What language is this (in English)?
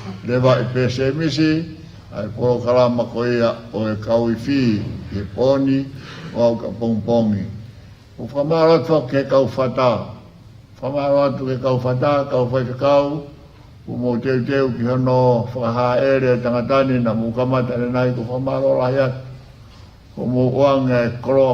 Tongan